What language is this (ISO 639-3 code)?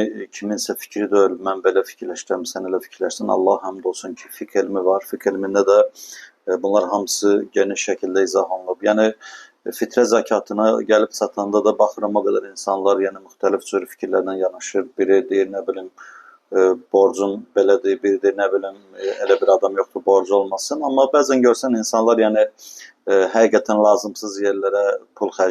aze